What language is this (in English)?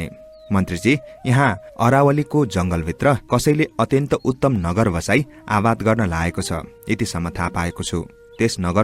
Nepali